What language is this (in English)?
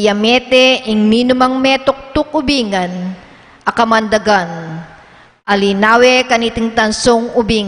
Pampanga